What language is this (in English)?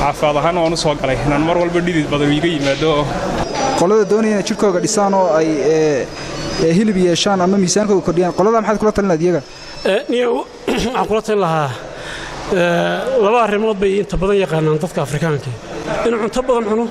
Somali